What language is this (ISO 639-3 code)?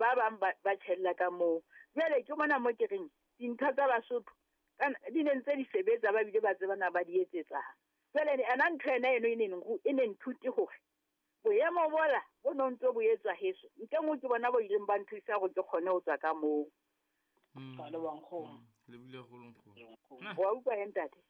sot